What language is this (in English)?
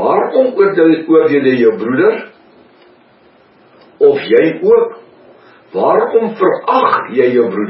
Afrikaans